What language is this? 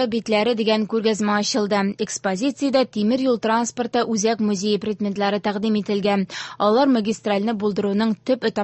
Tatar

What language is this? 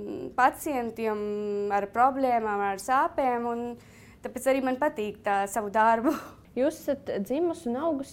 Latvian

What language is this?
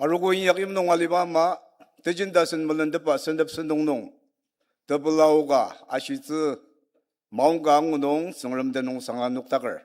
Ao Naga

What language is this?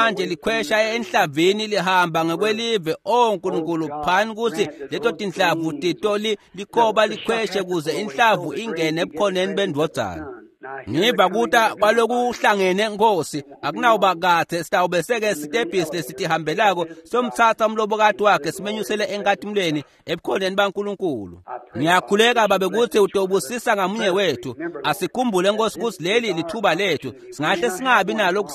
Swati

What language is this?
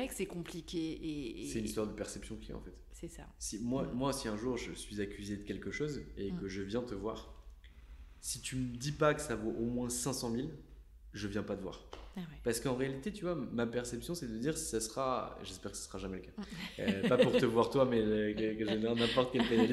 French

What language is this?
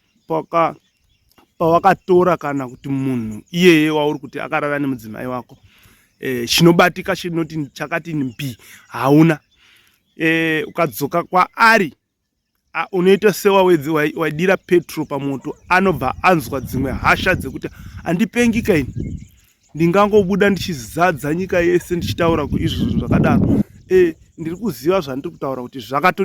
Shona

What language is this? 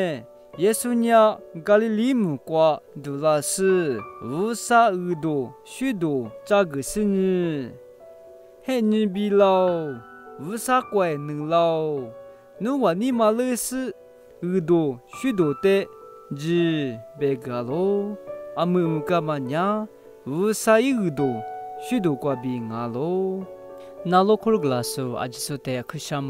Lisu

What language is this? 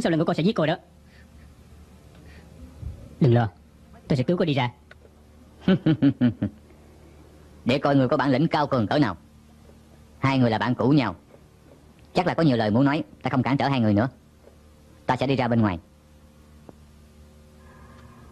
Vietnamese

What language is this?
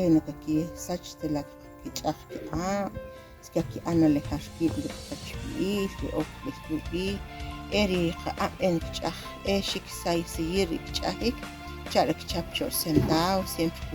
Achi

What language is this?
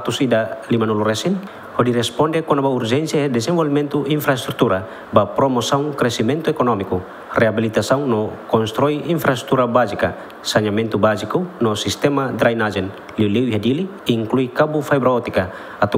Tetum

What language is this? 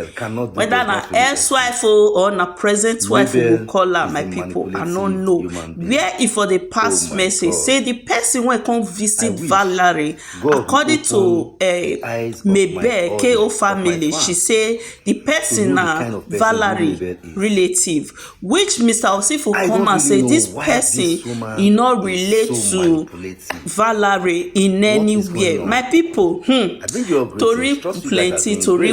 Nigerian Pidgin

